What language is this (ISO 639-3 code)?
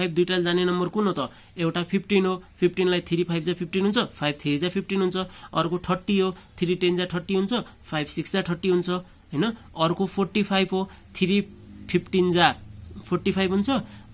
nep